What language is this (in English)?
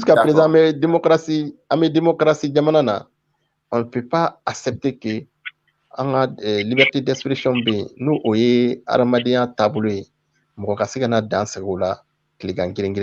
Bambara